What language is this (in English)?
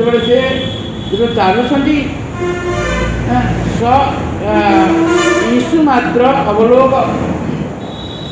Odia